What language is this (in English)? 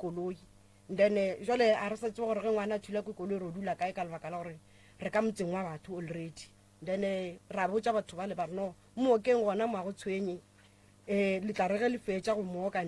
Northern Sotho